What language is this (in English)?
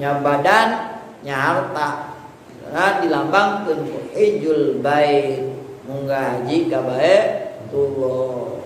Sundanese